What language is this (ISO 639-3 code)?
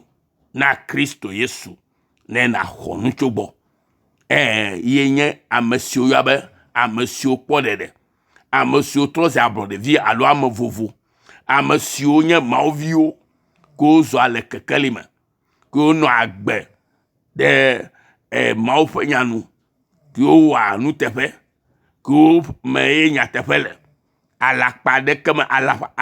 ewe